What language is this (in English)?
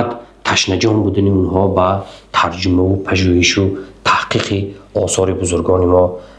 Tajik